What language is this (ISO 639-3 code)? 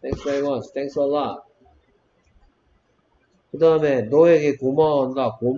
kor